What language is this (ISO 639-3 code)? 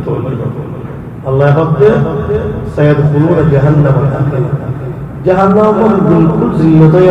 rhg